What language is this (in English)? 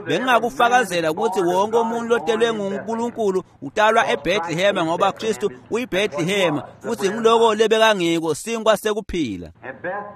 Swati